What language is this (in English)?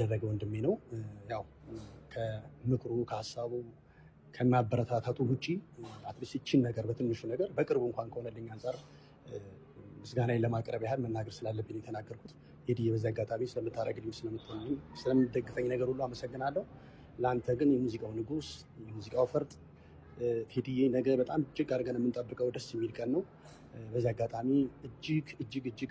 Amharic